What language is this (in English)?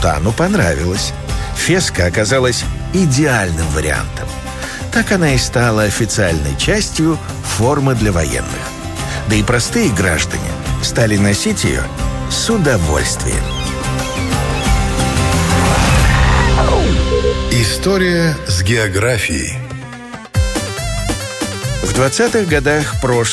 Russian